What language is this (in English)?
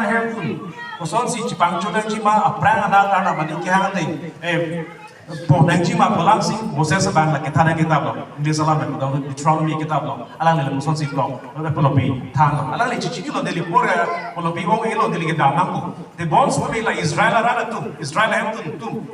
Karbi